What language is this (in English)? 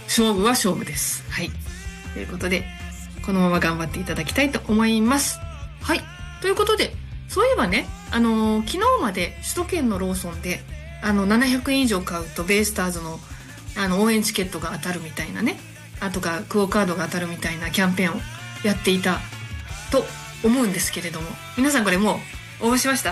Japanese